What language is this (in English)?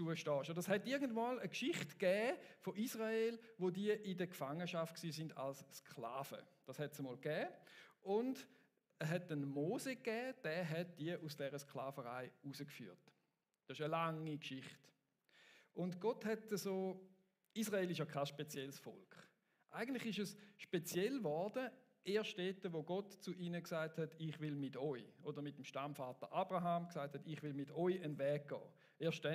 Swiss German